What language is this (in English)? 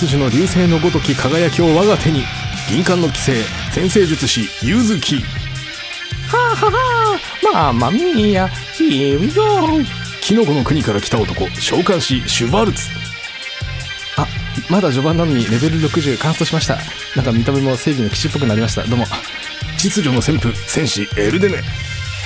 Japanese